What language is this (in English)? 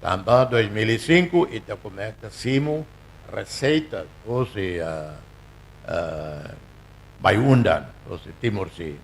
Tetum